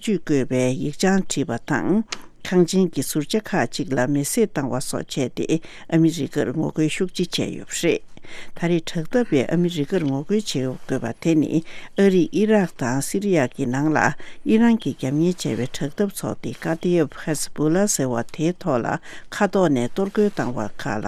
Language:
Tibetan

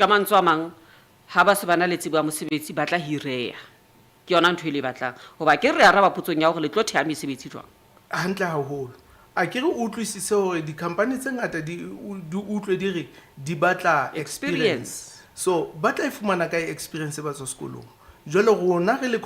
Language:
Southern Sotho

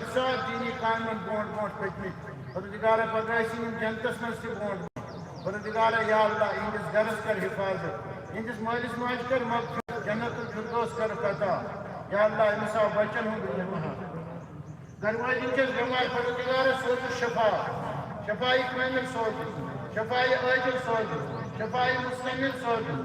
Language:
Kashmiri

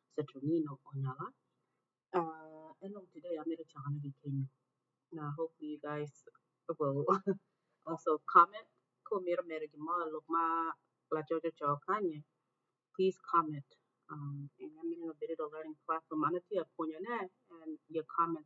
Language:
Acoli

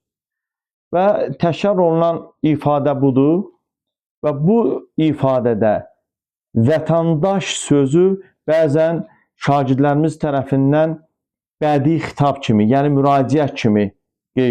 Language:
Azerbaijani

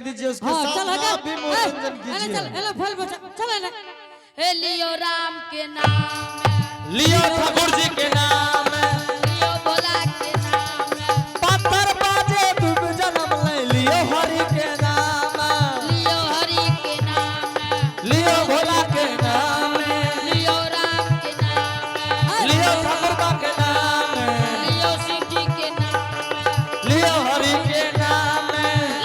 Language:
Angika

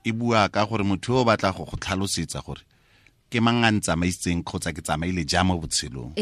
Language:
Tswana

